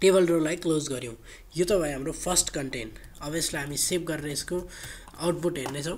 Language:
Nepali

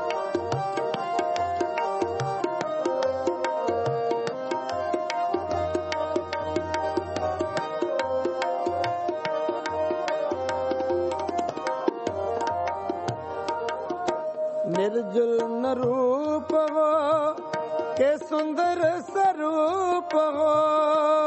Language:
Punjabi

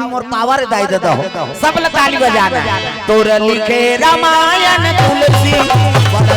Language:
Chhattisgarhi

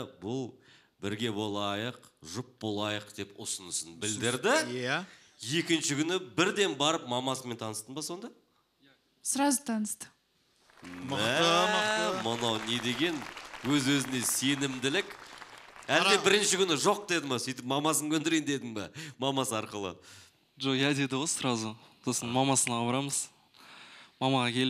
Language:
Kazakh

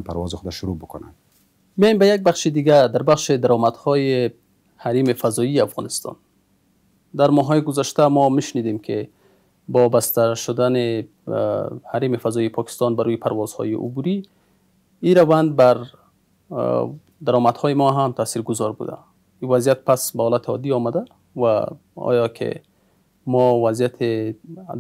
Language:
Persian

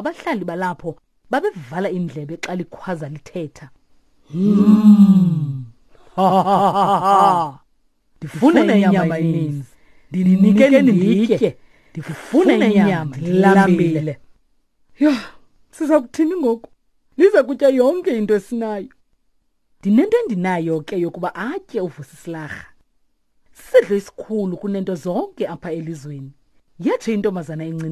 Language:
Xhosa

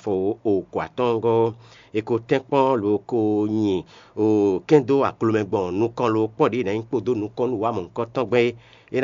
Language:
Fon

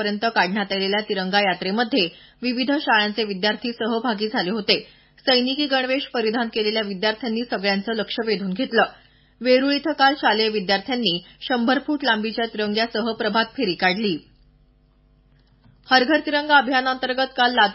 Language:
Marathi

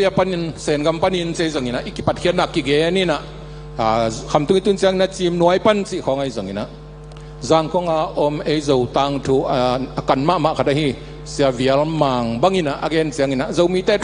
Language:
Tedim Chin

